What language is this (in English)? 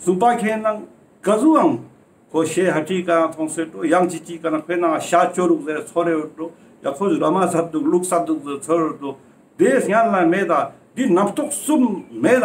Ladakhi